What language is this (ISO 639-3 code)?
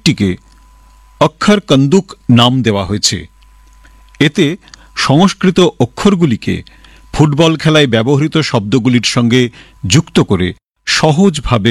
ben